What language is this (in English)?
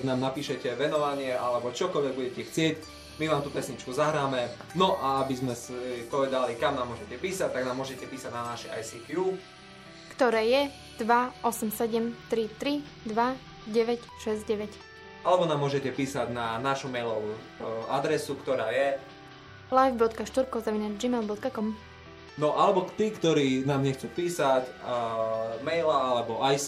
Slovak